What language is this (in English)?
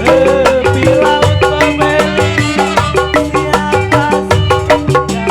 Betawi